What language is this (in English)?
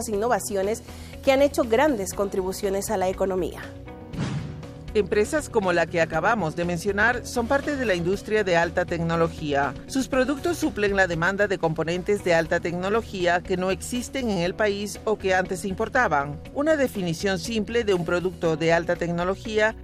Spanish